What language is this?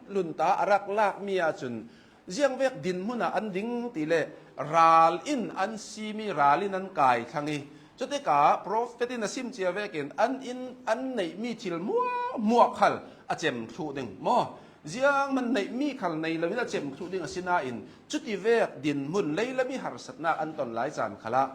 Hakha Chin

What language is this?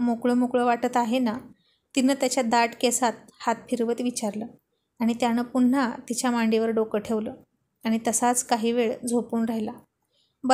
Marathi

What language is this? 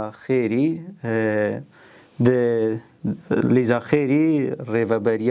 Kurdish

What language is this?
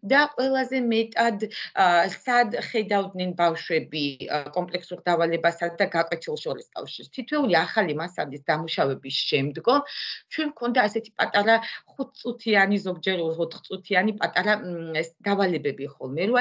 Georgian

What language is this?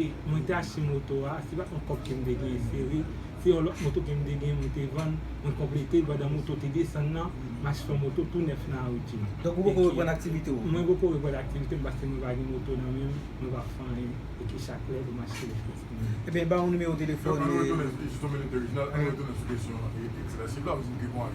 Haitian Creole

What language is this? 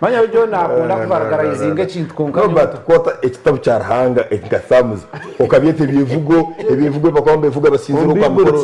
Nyankole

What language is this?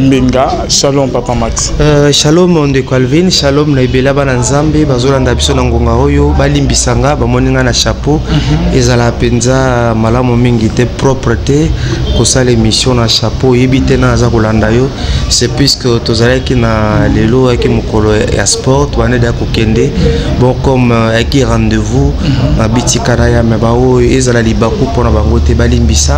Lingala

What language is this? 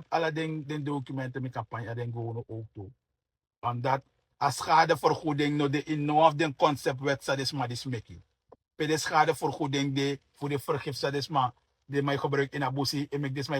Sranan Tongo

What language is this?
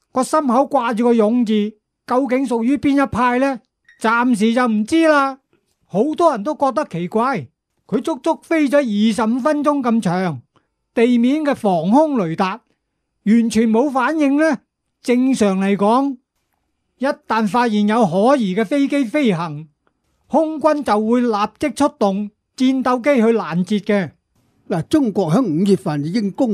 Cantonese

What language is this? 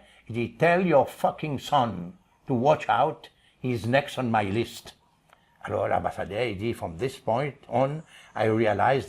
Seselwa Creole French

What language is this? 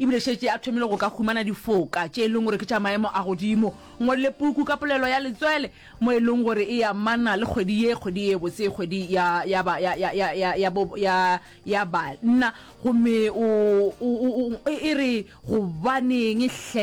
Northern Sotho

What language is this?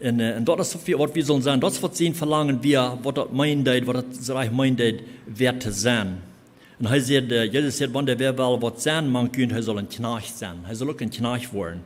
Plautdietsch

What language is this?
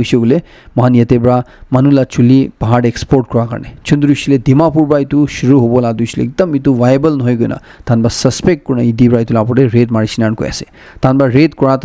Naga Pidgin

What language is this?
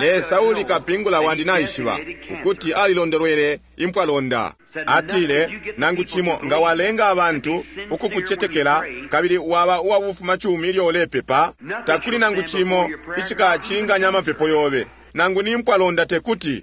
Bemba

